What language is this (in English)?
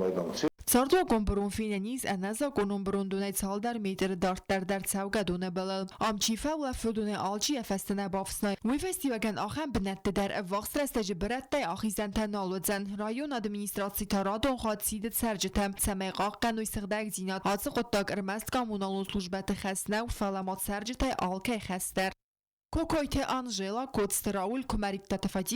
Ossetic